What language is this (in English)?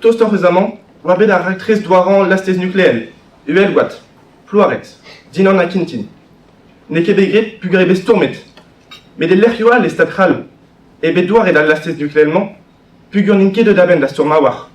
Breton